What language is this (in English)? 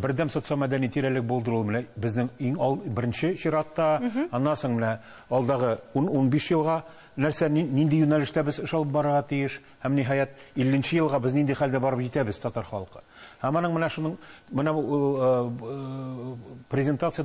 Tatar